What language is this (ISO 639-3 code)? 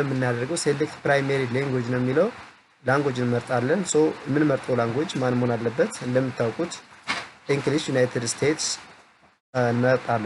amh